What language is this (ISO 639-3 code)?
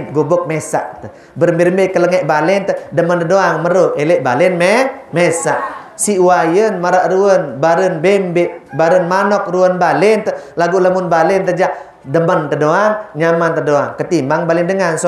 sas